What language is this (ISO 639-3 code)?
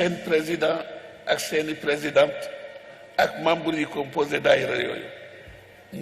wol